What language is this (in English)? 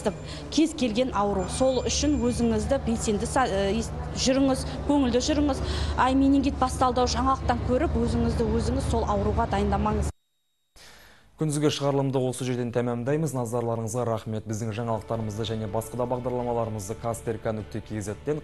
Kazakh